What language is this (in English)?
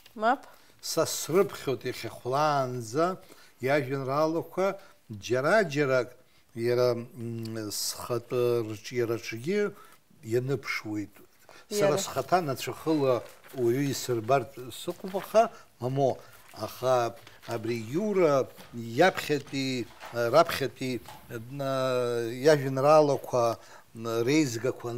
Abkhazian